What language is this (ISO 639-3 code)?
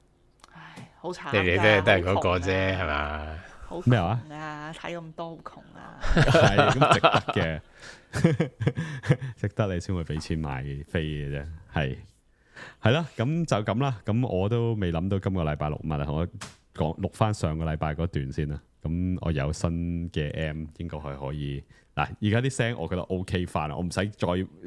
yue